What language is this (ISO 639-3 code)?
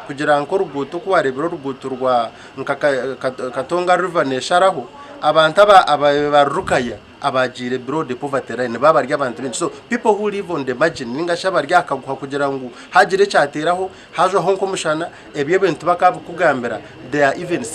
nyn